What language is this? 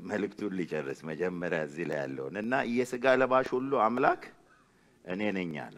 Amharic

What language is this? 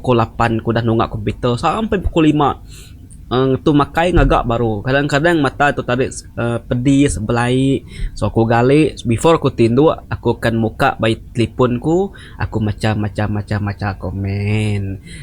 Iban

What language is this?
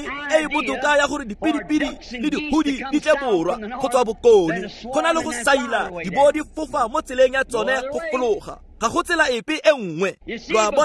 Tswana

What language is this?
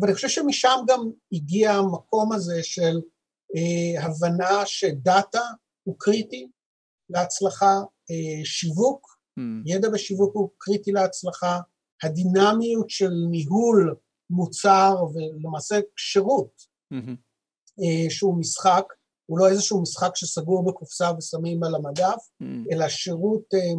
Hebrew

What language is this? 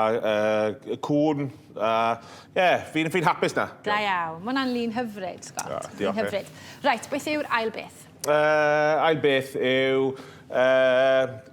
Welsh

